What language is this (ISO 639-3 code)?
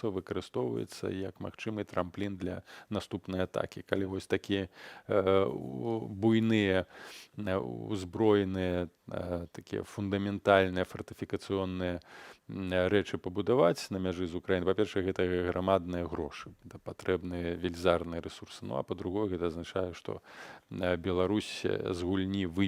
bel